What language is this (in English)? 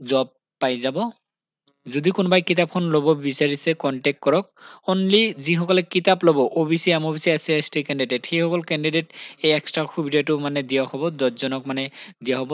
Assamese